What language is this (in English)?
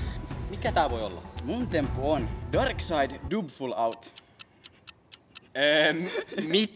Finnish